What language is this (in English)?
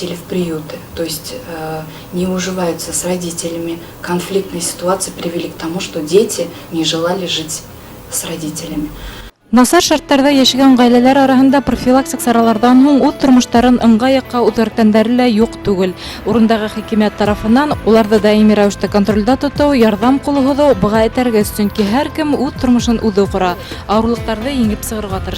Bashkir